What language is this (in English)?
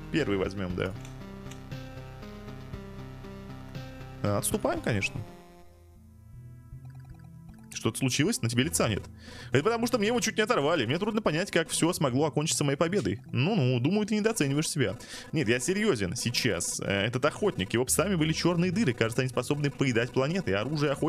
Russian